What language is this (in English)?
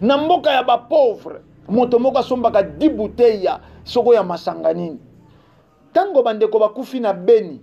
Lingala